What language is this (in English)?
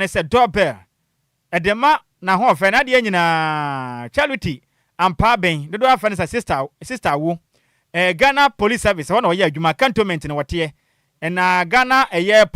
Akan